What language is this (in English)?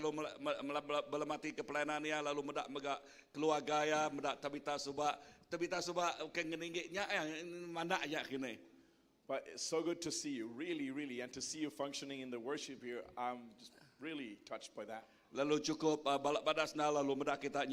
Iban